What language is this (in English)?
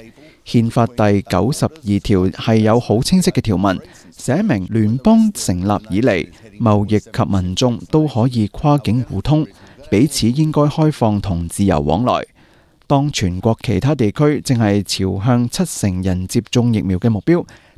Cantonese